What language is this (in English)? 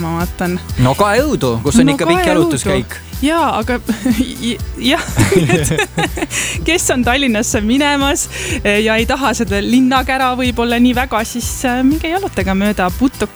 Estonian